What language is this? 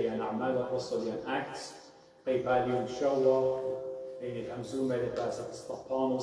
Assyrian Neo-Aramaic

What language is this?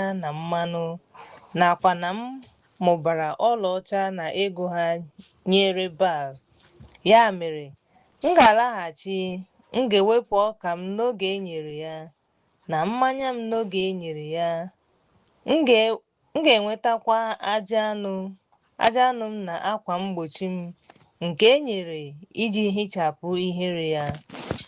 Igbo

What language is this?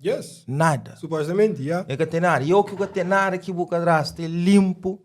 Kabuverdianu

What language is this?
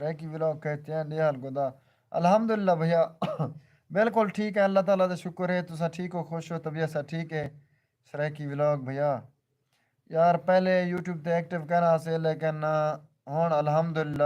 Saraiki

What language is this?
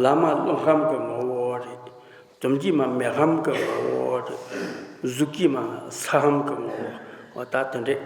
Tibetan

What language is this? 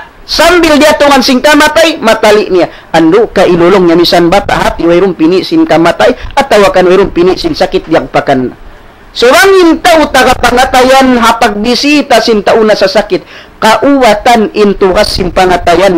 Tausug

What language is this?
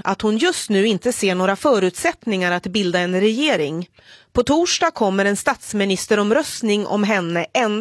Swedish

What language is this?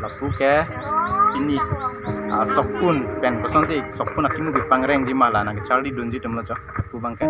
Karbi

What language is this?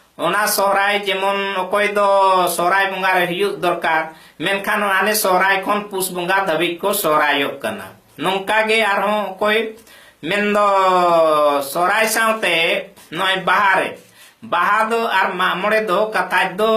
Santali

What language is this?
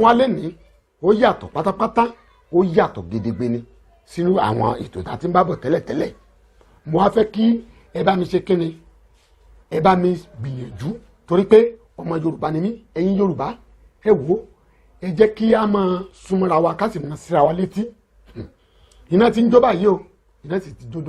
Yoruba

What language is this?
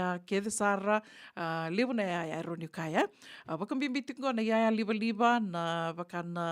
Fijian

